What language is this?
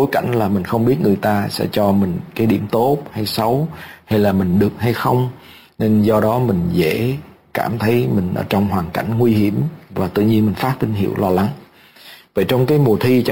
Vietnamese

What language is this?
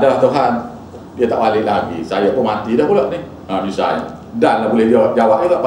Malay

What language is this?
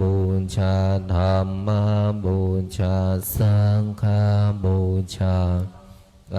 Pali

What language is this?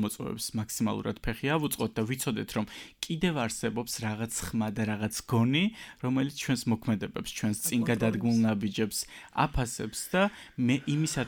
Georgian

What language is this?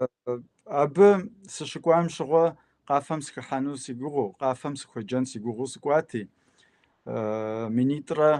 Kabardian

